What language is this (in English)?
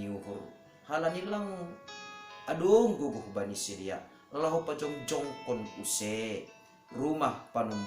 Batak Simalungun